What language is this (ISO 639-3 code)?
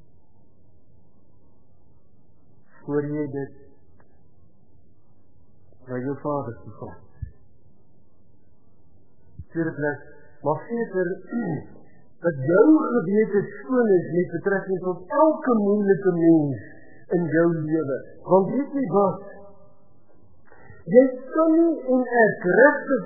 afr